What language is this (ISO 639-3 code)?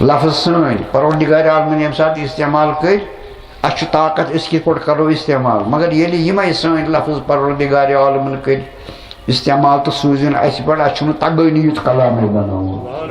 kas